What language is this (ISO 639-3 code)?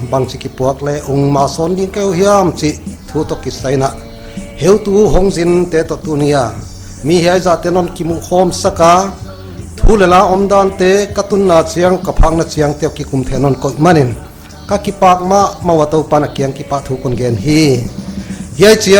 pck